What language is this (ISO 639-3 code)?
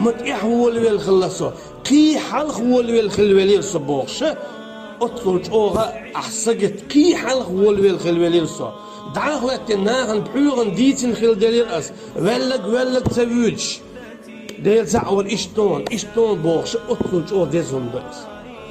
che